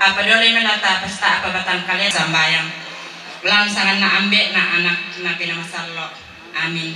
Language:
Toraja-Sa'dan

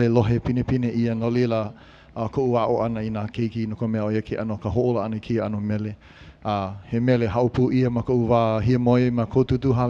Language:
Hawaiian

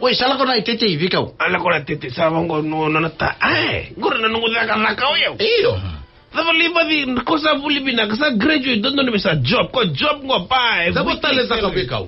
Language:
Fijian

